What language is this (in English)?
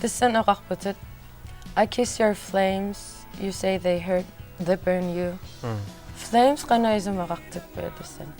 Kalaallisut